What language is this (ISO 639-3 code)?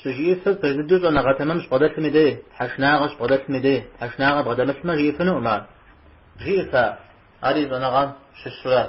kbd